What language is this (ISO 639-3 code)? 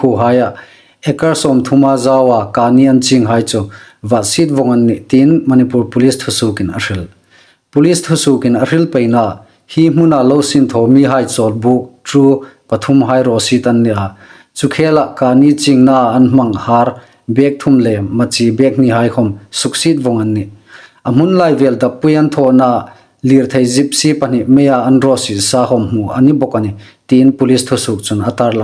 hmr